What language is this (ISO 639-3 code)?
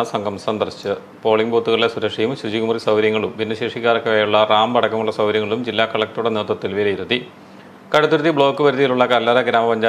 mal